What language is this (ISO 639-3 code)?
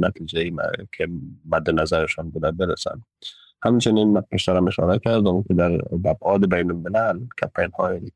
fas